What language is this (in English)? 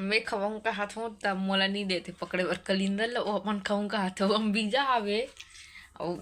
Chhattisgarhi